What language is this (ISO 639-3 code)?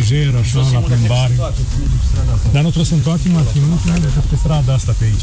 ron